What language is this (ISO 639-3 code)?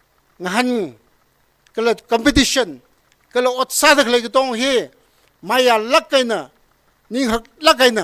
nmf